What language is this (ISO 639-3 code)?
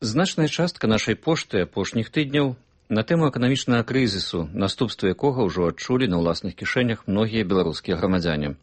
bel